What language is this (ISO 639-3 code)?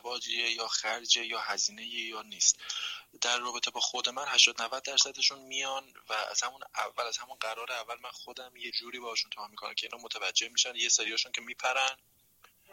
fas